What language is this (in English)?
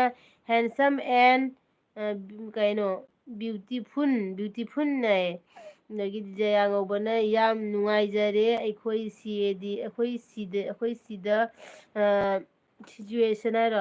Manipuri